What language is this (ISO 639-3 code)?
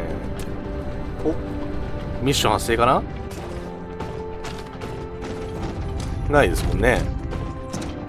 jpn